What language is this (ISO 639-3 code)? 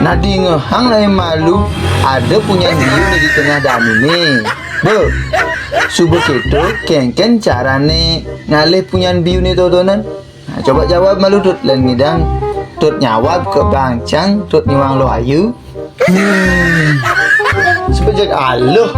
ban